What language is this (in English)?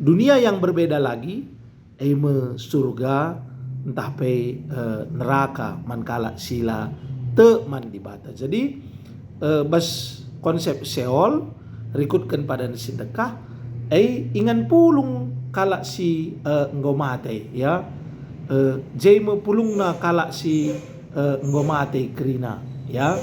Batak Karo